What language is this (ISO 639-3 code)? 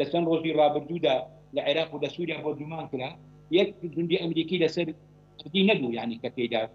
ckb